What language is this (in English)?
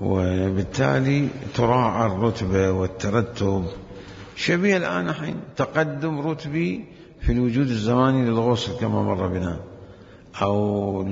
Mesopotamian Arabic